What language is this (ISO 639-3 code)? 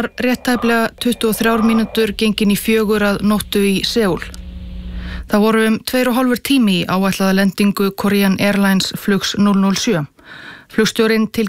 isl